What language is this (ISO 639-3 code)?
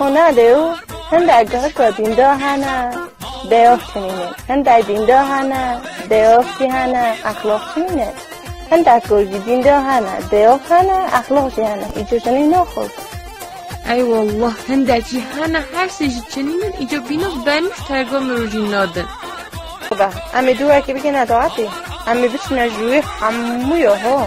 kur